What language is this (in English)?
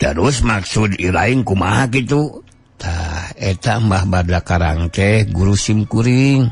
Sundanese